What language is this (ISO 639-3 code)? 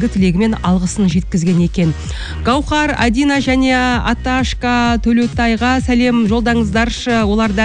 kaz